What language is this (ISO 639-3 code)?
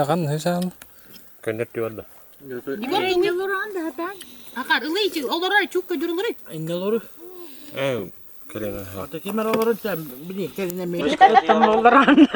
sah